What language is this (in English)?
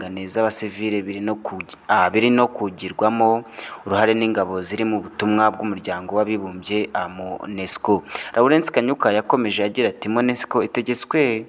Kinyarwanda